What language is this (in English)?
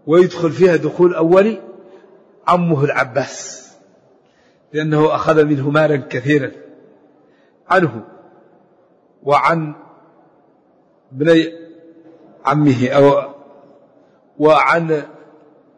Arabic